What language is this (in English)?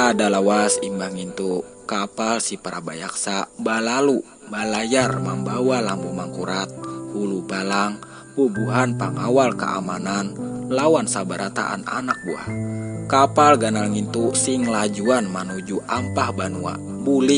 Banjar